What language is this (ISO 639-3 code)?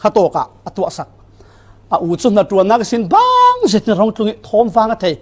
cfm